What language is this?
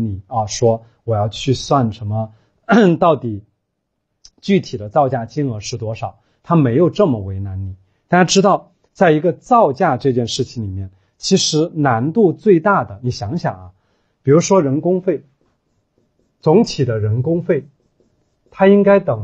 Chinese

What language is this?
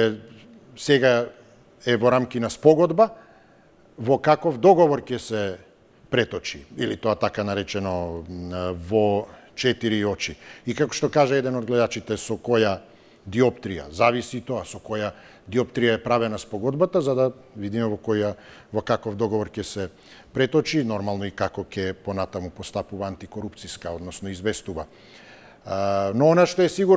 Macedonian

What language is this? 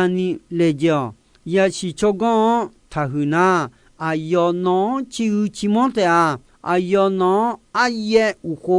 Akha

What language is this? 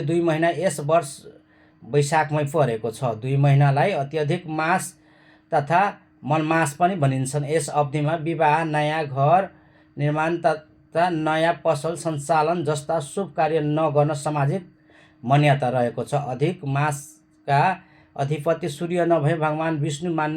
Nepali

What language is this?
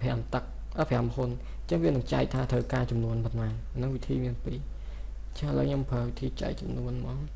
Khmer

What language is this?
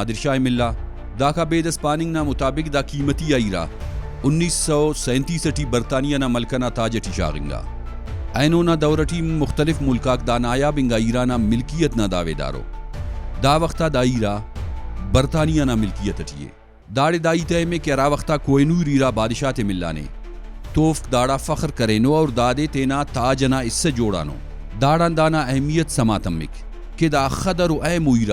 Brahui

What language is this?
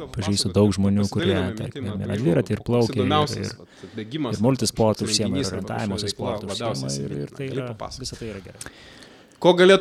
Lithuanian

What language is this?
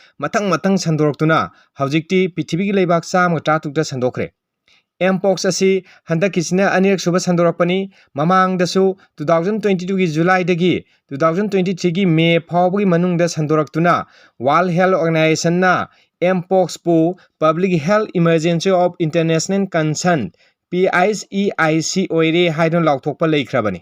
Manipuri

